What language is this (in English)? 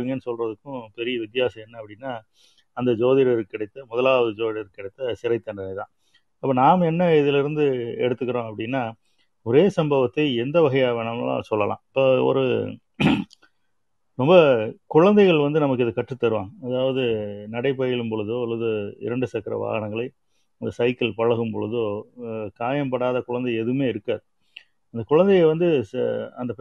Tamil